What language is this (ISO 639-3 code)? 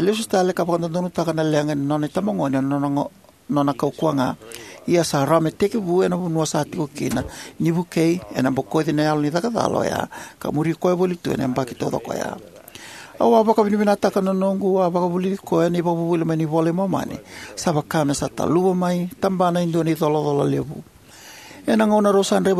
fij